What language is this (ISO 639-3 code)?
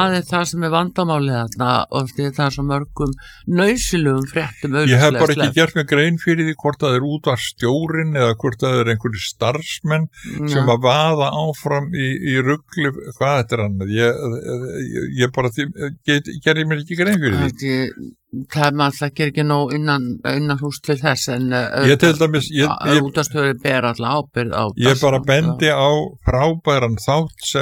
isl